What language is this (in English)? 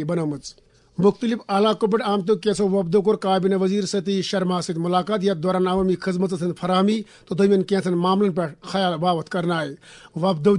Kashmiri